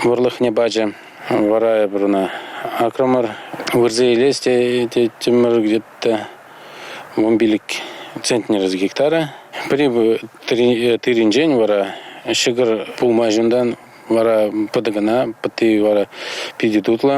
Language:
Chuvash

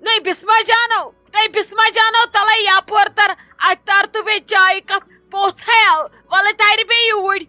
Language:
Kashmiri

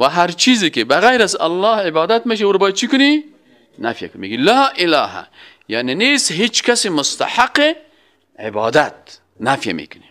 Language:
Persian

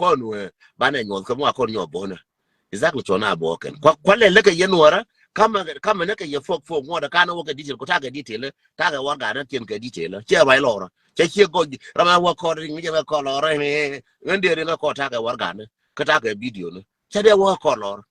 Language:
Nuer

